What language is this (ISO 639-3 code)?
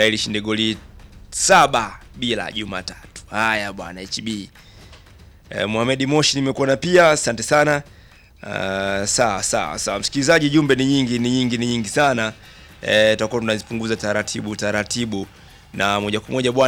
swa